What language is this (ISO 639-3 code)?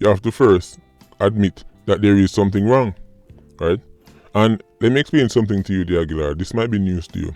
jam